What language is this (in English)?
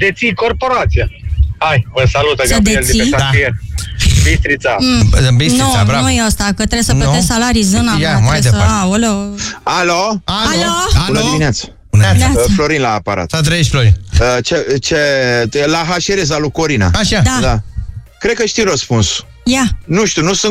Romanian